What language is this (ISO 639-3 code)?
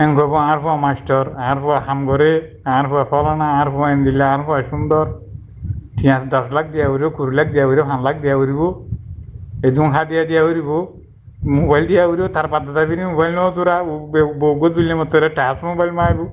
rhg